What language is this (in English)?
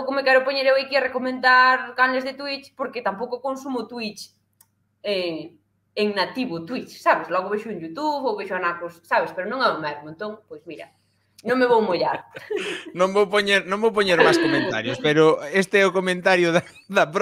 Galician